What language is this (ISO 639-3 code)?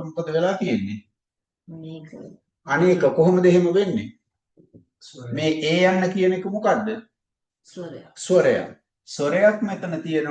sin